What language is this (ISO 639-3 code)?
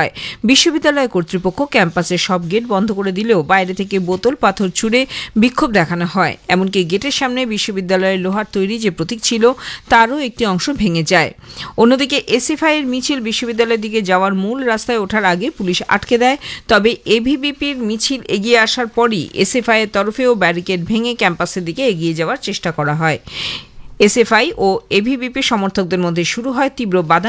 ben